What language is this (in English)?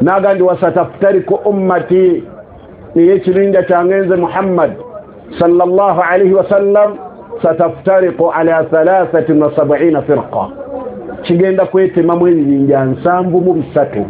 Ganda